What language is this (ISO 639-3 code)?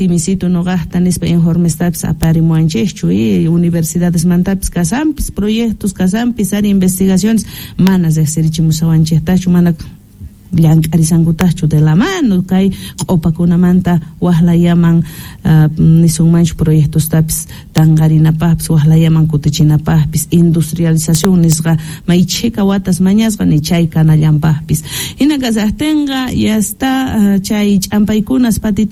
quh